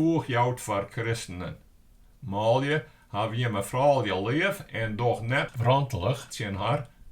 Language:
Western Frisian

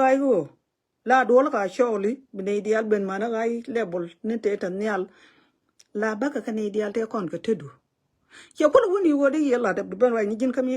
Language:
Nuer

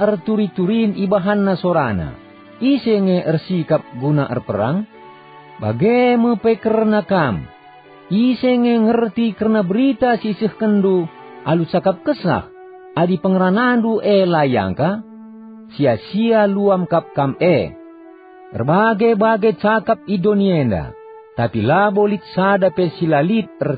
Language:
Batak Karo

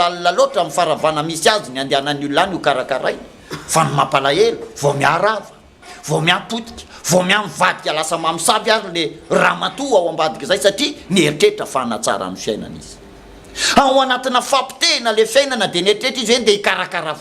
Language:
Malagasy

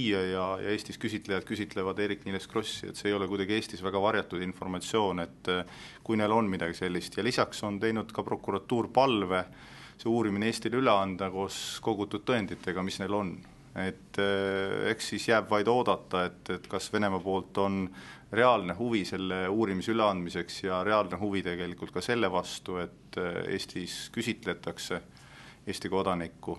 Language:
Estonian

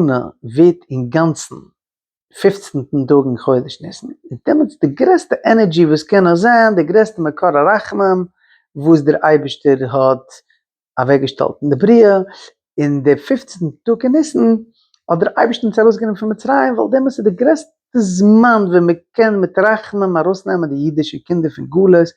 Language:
Yiddish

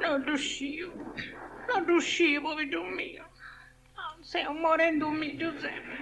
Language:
Sardinian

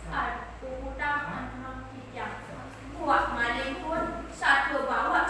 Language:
Balinese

